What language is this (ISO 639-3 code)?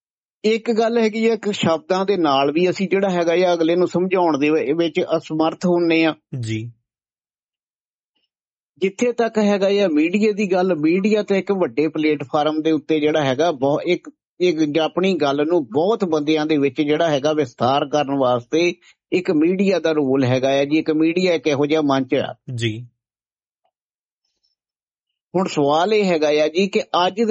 pan